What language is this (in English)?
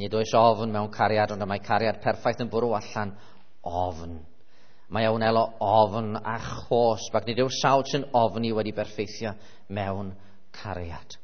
Welsh